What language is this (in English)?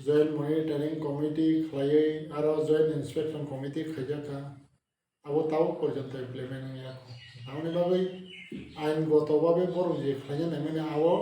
Kok Borok